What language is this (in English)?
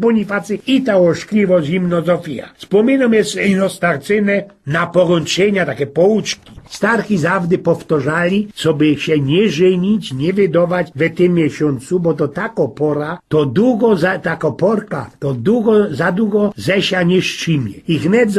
Silesian